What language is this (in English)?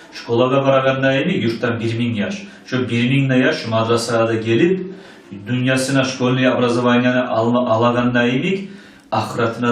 Kumyk